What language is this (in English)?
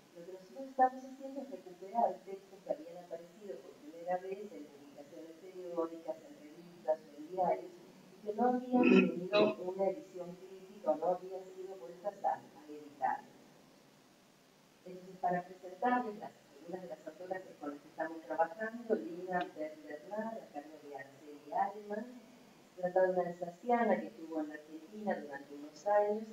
Spanish